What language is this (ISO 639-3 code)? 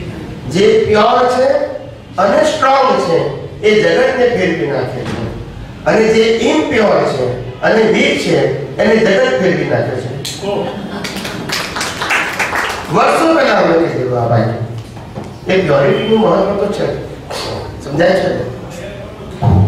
guj